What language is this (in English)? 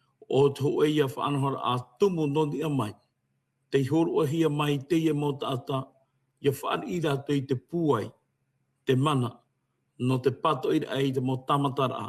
Tahitian